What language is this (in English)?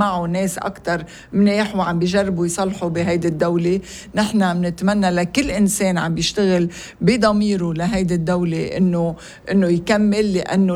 North Levantine Arabic